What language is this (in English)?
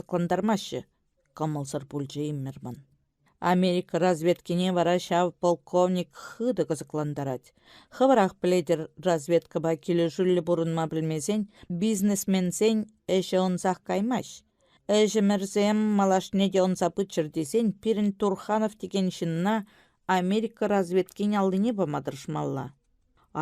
Chuvash